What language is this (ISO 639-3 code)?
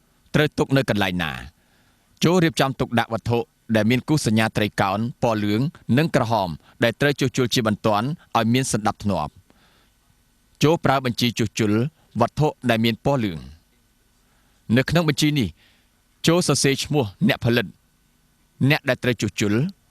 khm